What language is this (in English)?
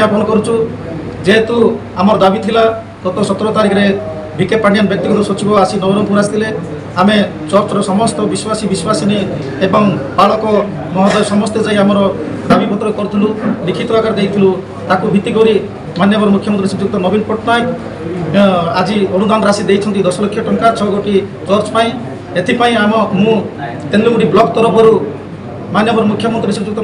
Odia